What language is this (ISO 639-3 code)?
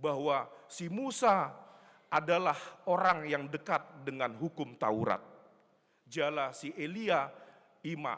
bbc